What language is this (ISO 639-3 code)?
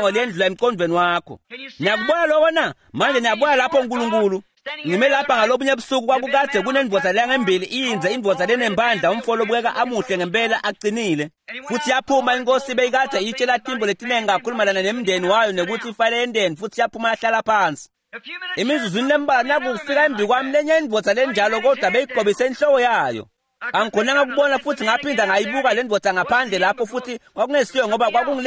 ssw